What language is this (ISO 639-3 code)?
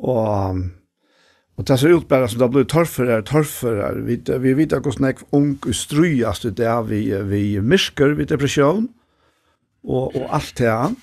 fao